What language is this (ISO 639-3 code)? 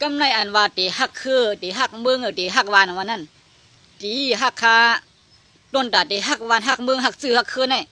shn